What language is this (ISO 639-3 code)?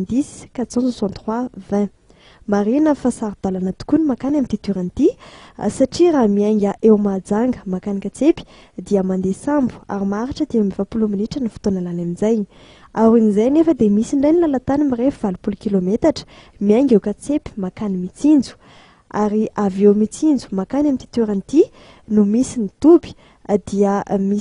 mlg